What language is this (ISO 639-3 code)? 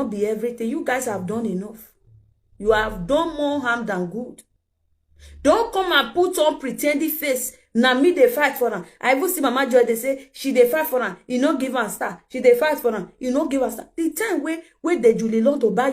pcm